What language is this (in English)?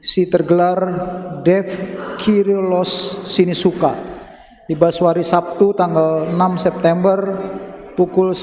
Batak Karo